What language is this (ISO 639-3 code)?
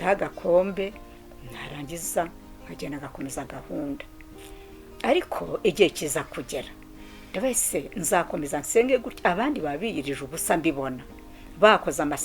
kin